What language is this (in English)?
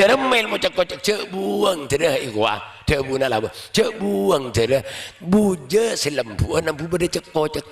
Madurese